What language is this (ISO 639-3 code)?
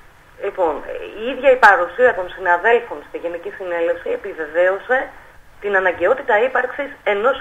ell